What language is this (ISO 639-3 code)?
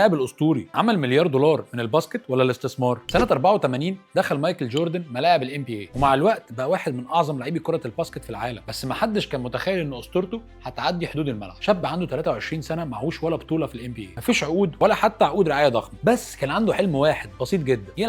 arz